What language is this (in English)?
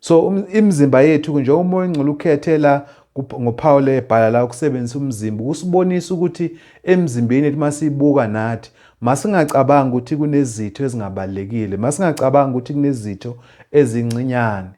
Zulu